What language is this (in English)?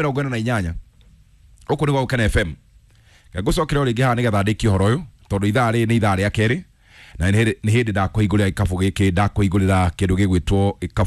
Kikuyu